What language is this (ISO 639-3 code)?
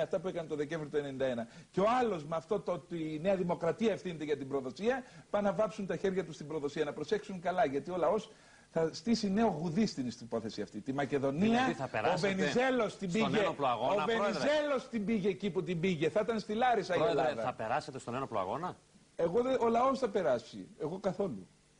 ell